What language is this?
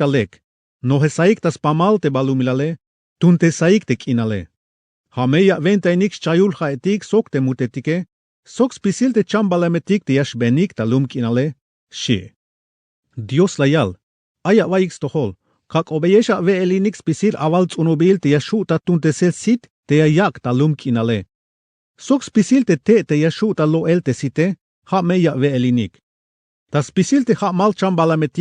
Tzeltal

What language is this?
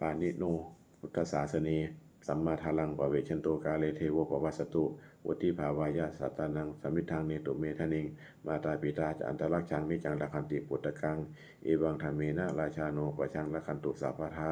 Pali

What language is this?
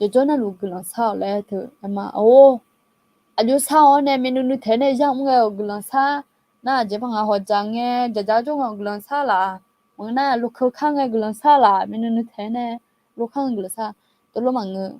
Akha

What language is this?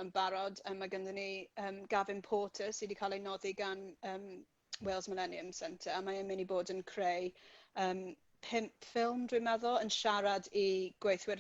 Welsh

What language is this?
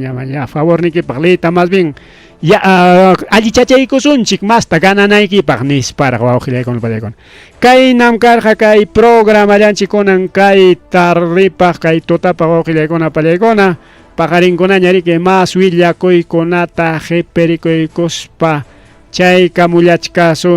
Ayacucho Quechua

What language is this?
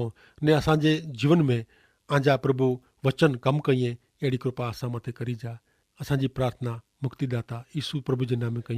Kachhi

